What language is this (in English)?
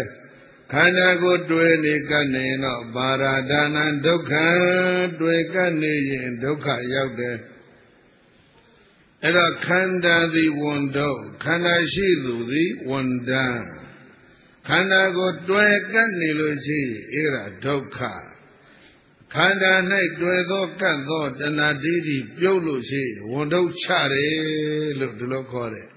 Burmese